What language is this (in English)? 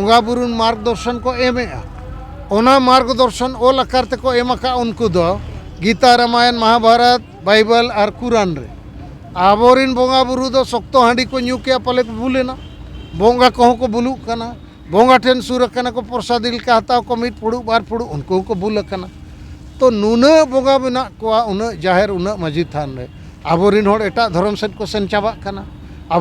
Santali